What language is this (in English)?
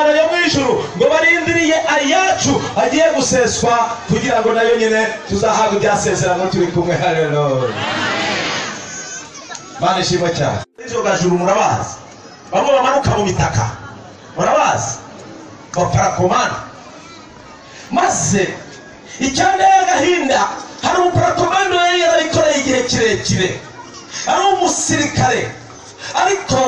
Rundi